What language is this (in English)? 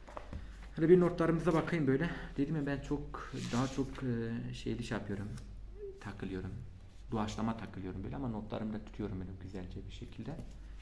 Turkish